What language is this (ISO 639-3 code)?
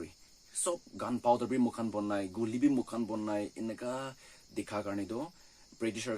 nag